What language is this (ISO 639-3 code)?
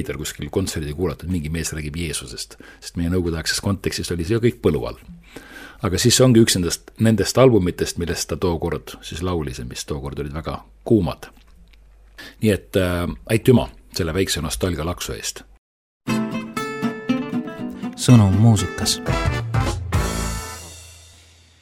est